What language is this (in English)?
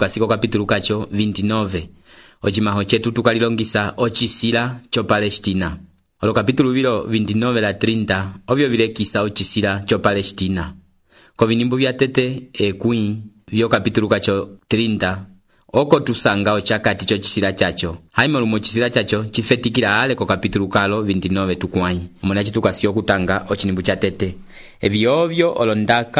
Umbundu